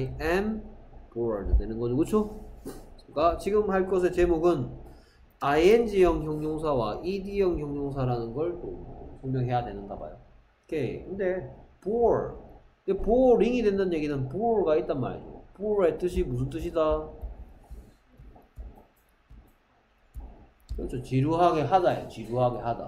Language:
Korean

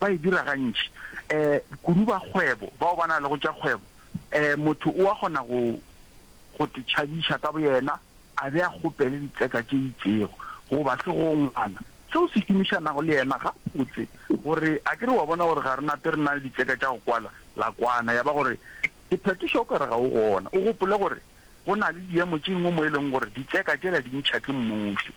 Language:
Northern Sotho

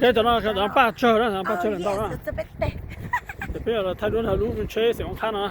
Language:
Hmong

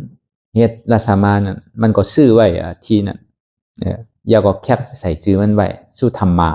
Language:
Shan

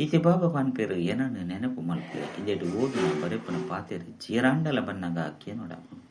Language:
Tulu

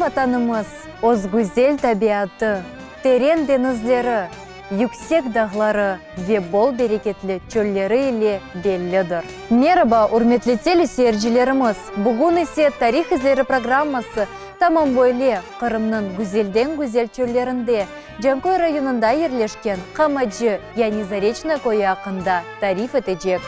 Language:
Crimean Tatar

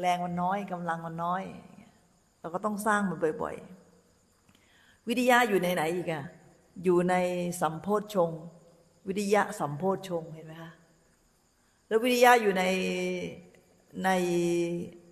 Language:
Thai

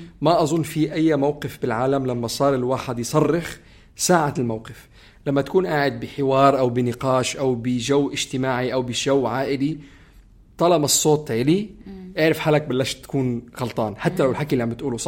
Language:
North Levantine Arabic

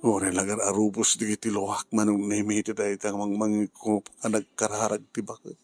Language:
Iloko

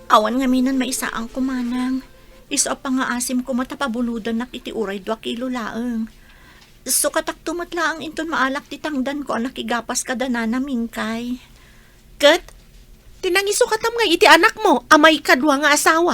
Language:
Iloko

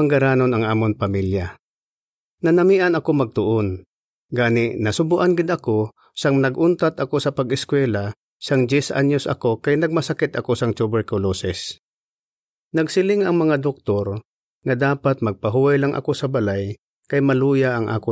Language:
Hiligaynon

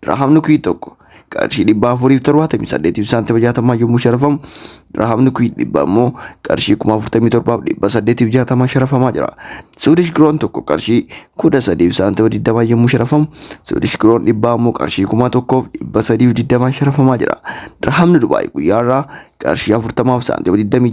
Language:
Oromo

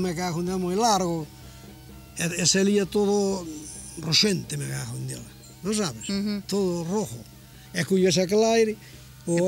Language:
Galician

